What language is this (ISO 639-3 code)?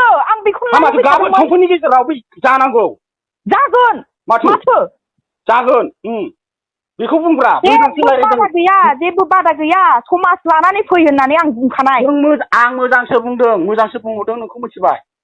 brx